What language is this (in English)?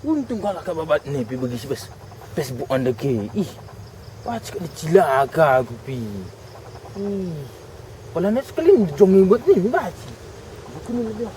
Batak Karo